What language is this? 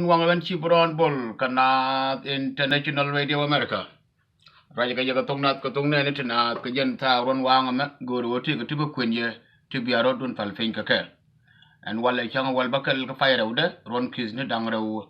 Nuer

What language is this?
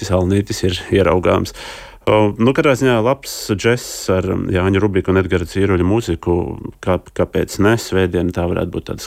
Latvian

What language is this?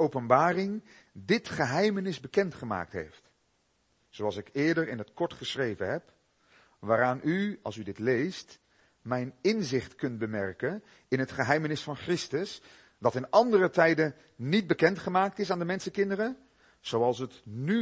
Dutch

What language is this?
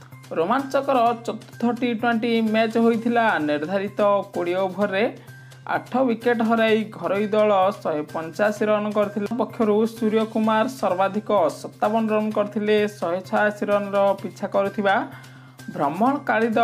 Odia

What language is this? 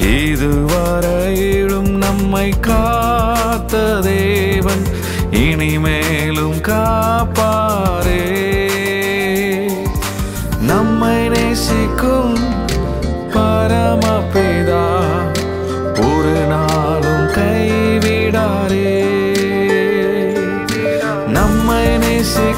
Tamil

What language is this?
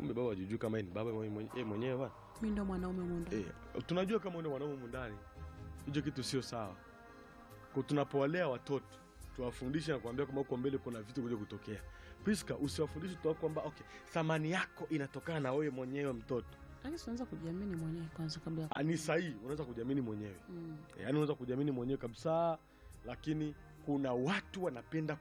Swahili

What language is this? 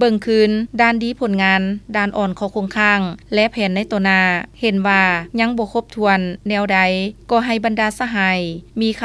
Lao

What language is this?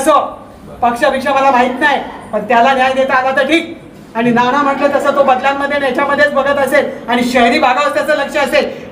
Marathi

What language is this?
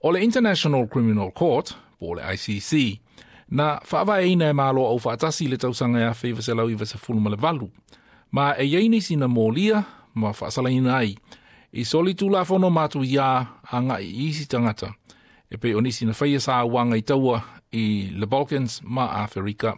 Samoan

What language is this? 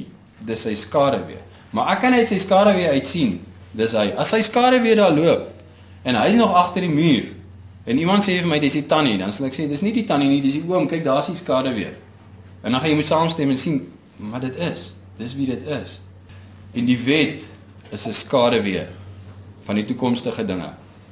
Afrikaans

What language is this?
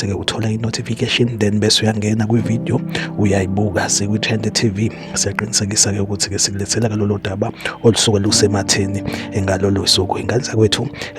Zulu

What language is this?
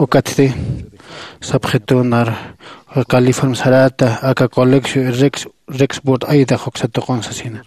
Aymara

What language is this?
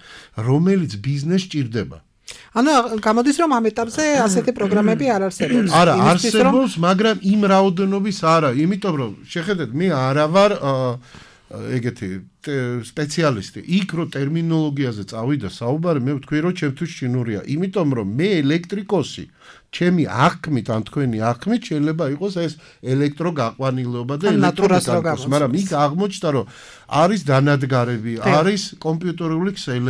Georgian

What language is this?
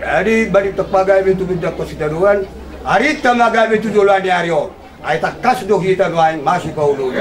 Batak Toba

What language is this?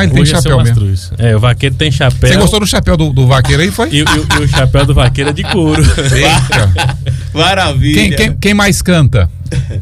Portuguese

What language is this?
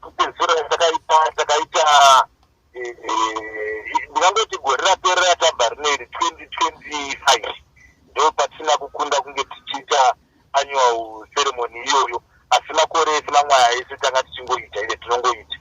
Shona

